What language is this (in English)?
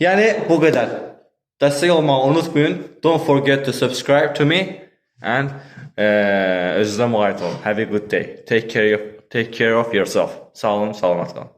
Azerbaijani